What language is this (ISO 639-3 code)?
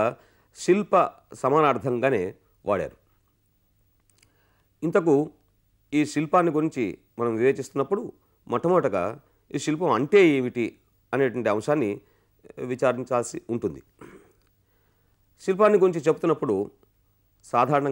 tel